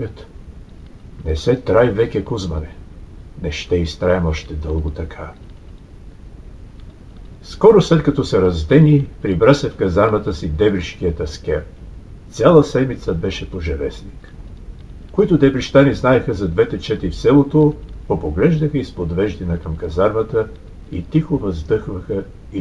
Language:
Bulgarian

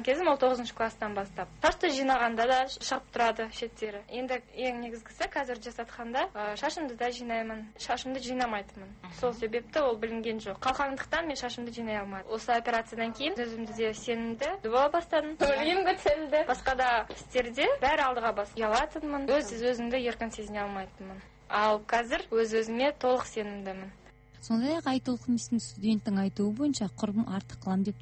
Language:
Kazakh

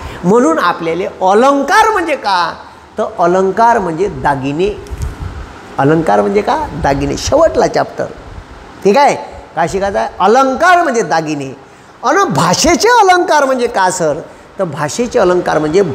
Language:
Marathi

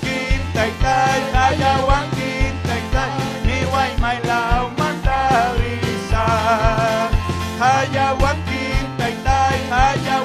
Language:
Ayacucho Quechua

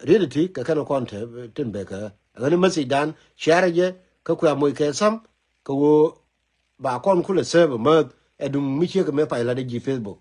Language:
Nuer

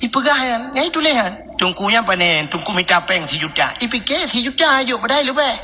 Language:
Achinese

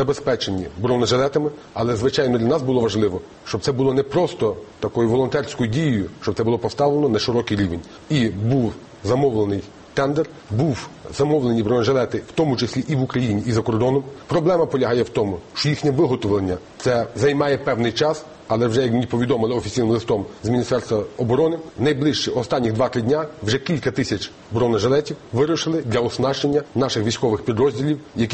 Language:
Ukrainian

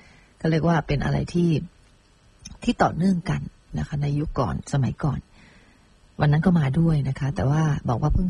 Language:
Thai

